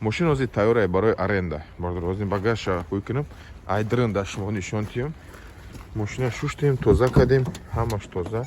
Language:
Tajik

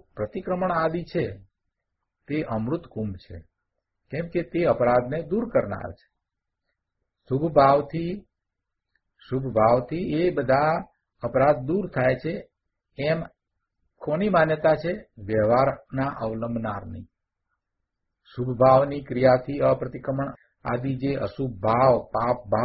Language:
Gujarati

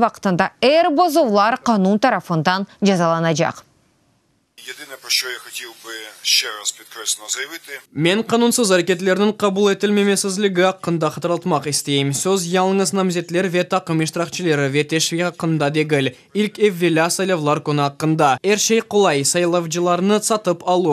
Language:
Crimean Tatar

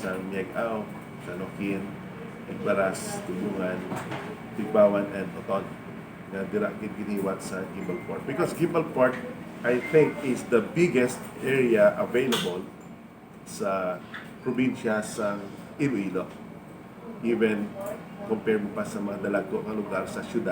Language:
Hiligaynon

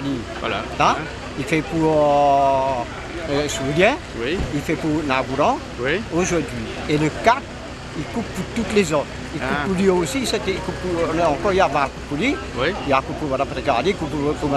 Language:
Réunion Creole French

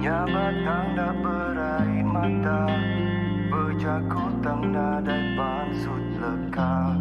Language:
Iban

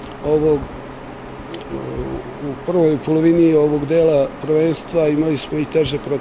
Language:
Serbian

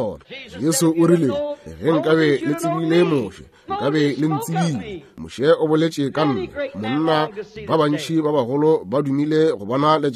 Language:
Northern Sotho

